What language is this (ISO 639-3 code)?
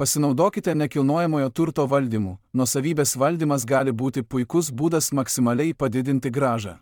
lit